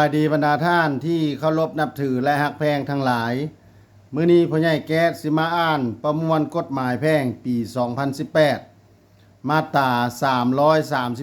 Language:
Lao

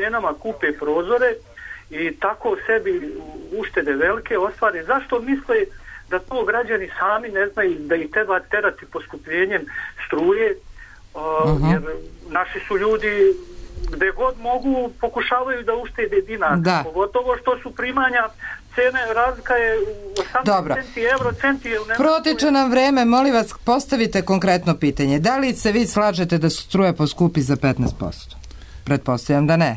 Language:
Serbian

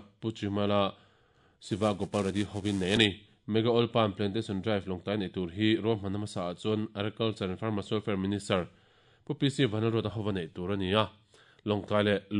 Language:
Mizo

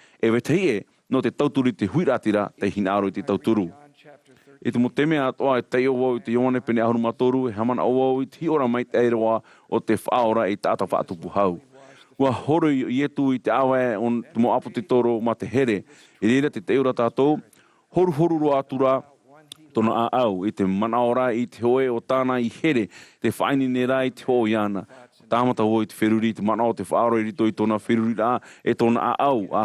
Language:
Tahitian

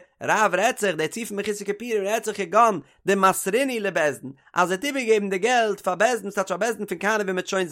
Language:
Yiddish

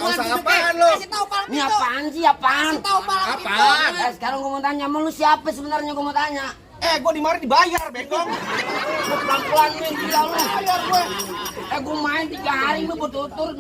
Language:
Betawi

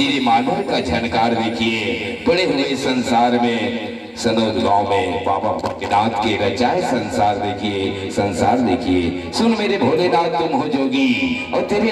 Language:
Chhattisgarhi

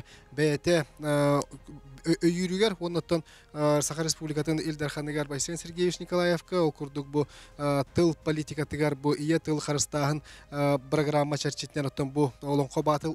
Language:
Yakut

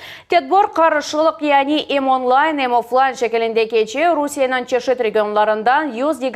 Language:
Crimean Tatar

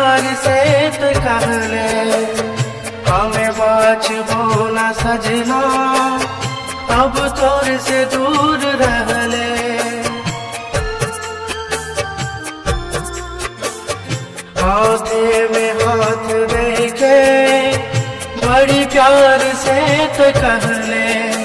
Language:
Bhojpuri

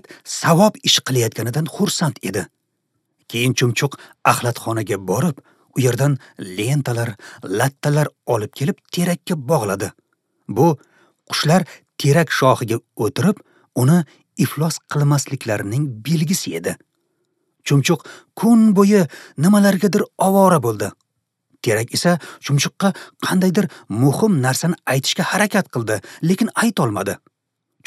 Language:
Uzbek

